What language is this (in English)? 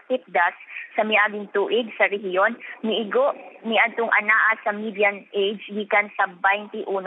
Cebuano